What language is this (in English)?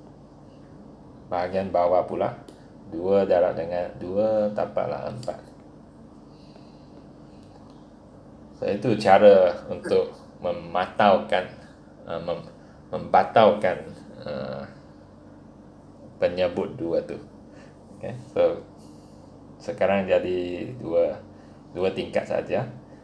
Malay